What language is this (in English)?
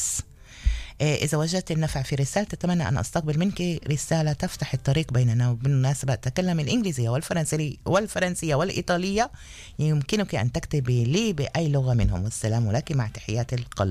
Arabic